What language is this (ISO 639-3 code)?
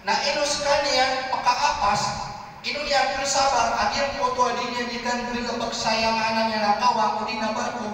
mrw